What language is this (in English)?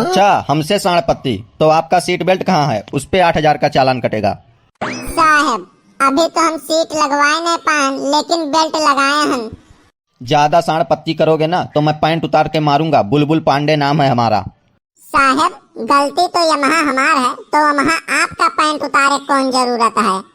Awadhi